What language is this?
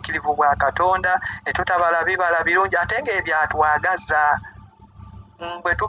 Ganda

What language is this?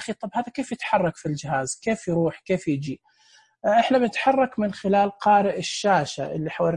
Najdi Arabic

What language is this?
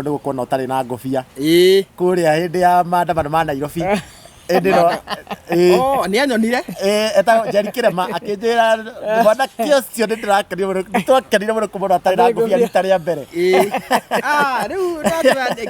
Kikuyu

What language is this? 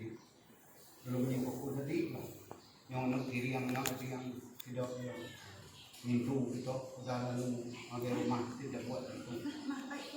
Iban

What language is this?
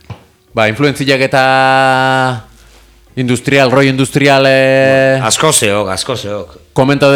Basque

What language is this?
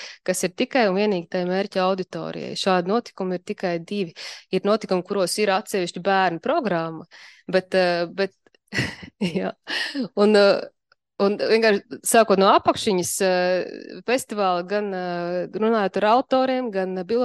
Latvian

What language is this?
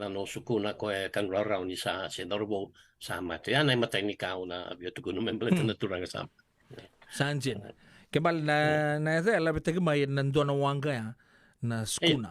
Fijian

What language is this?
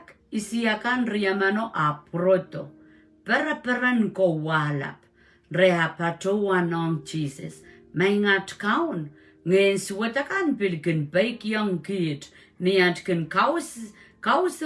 Pohnpeian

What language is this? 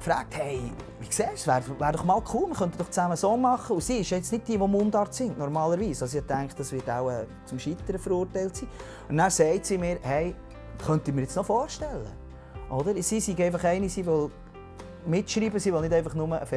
Swiss German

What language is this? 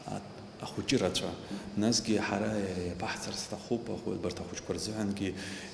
Abkhazian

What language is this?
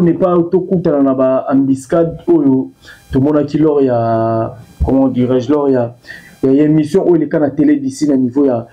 Lingala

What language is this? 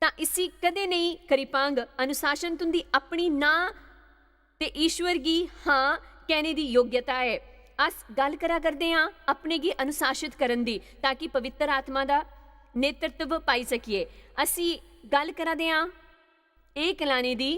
Dogri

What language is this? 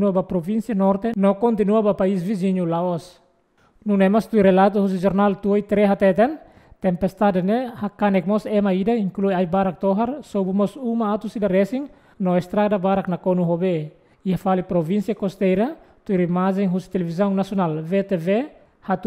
Tetum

